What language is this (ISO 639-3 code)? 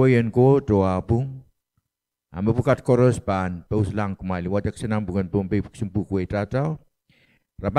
pon